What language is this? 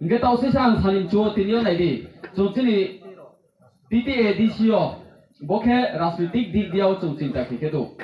Riang (India)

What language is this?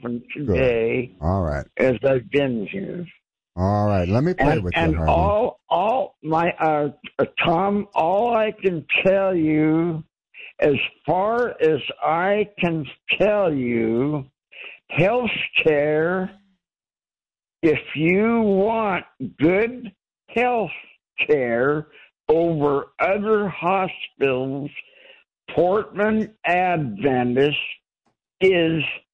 English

